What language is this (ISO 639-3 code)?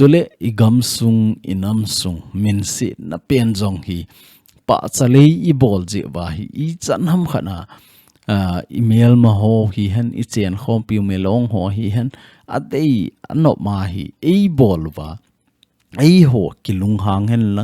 tcz